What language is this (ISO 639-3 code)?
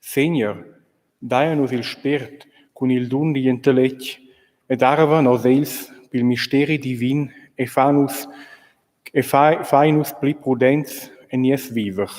roh